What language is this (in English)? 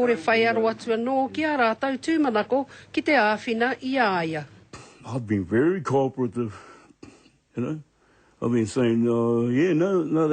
Māori